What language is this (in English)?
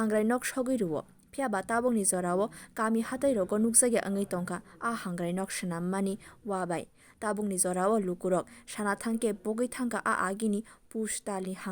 Kok Borok